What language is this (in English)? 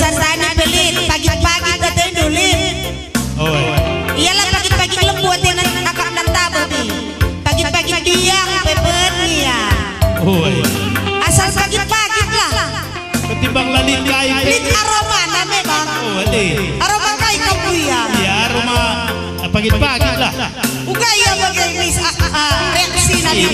Batak Karo